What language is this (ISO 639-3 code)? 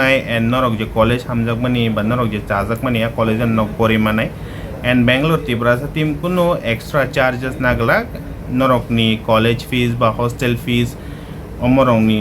trp